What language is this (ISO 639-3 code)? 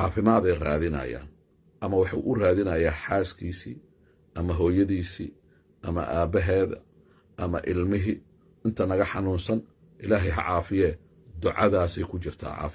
som